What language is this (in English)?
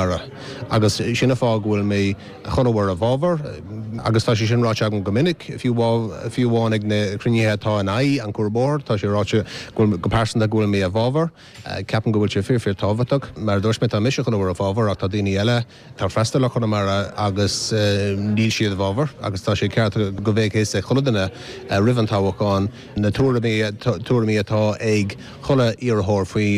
Irish